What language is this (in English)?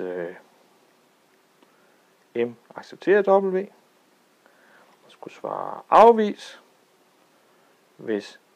Danish